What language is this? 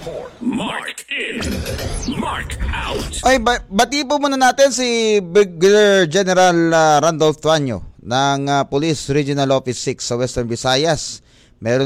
Filipino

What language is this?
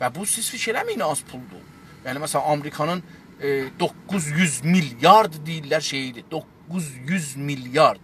South Azerbaijani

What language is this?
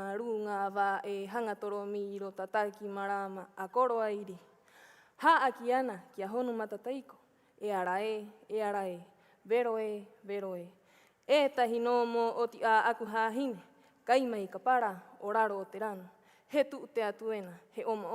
Rapanui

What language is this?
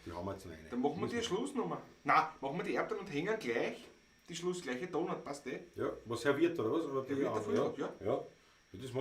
Bavarian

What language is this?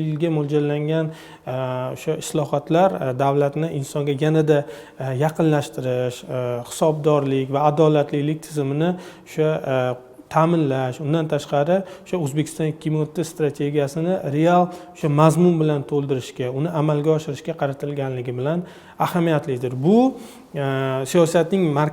Uzbek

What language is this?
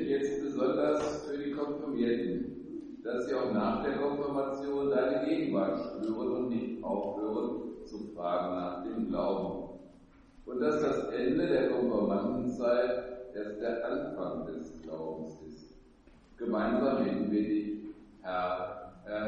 German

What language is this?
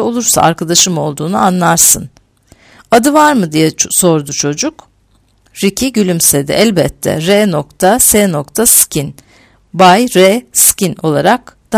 Turkish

